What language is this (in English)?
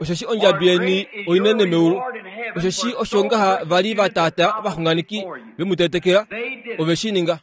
Kuanyama